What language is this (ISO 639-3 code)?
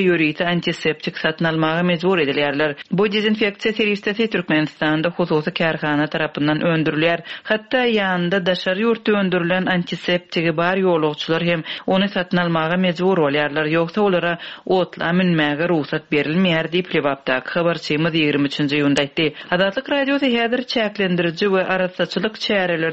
tuk